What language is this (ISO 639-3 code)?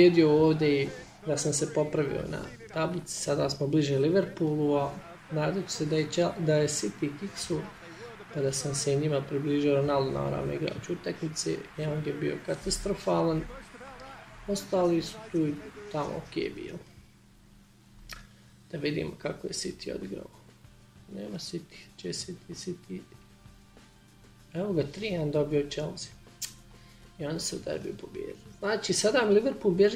bos